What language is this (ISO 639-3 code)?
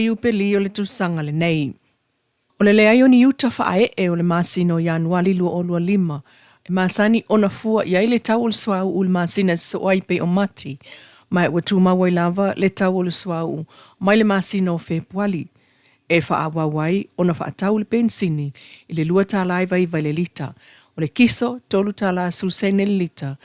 smo